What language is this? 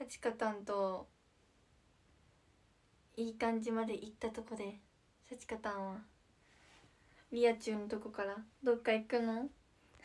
Japanese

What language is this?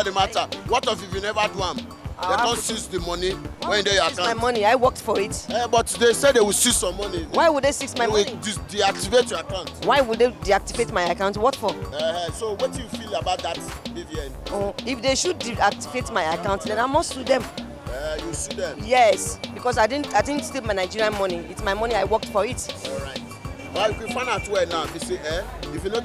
Nigerian Pidgin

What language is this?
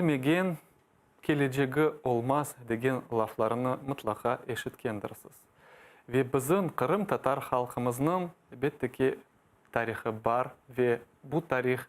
Crimean Tatar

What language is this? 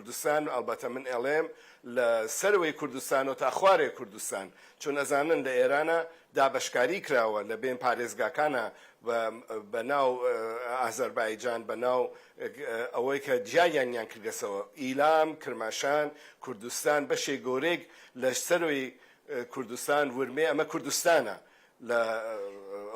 Kurdish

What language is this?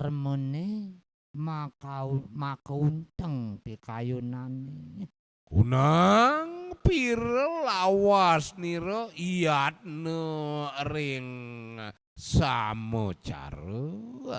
Balinese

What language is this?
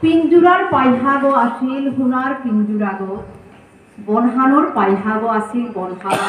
Bishnupriya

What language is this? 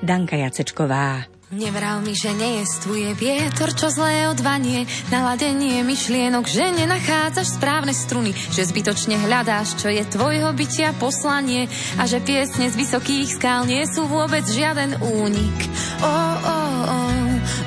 Slovak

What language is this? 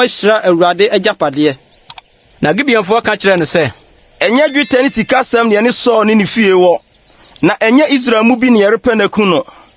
Akan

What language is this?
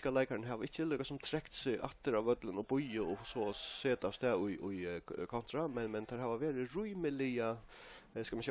Faroese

